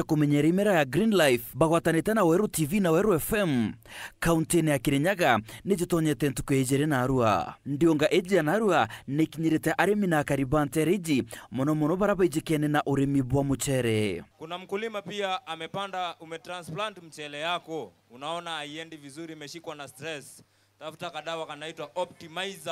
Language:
Meru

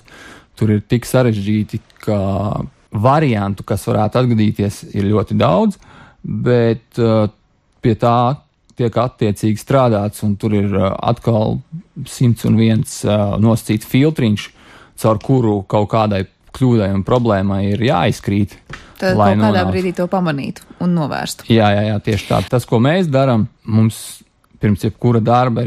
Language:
Latvian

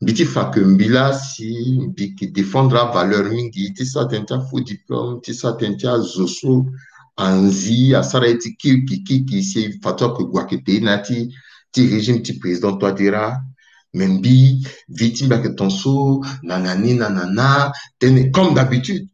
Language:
Sango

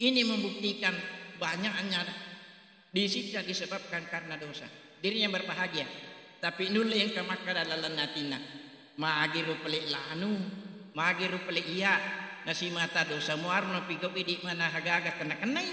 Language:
Buginese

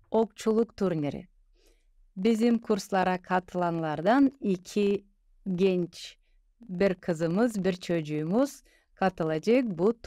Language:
Gagauz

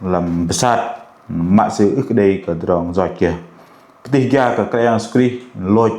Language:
Bahnar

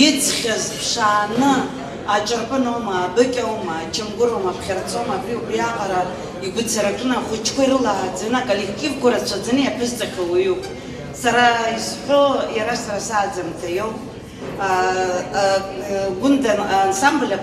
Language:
Abkhazian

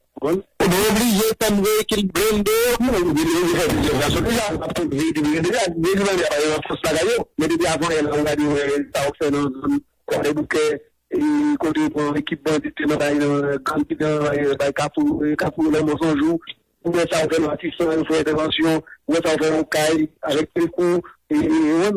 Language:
Haitian Creole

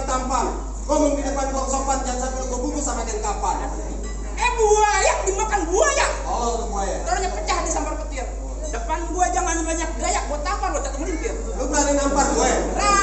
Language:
Betawi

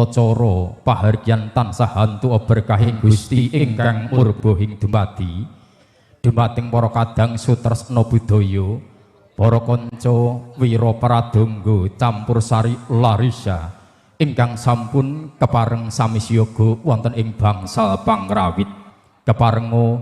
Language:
Javanese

